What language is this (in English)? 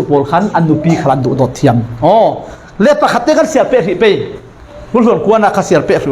Falam Chin